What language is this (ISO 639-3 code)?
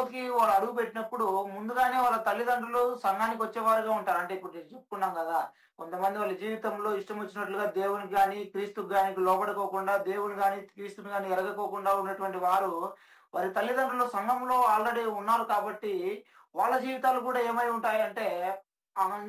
tel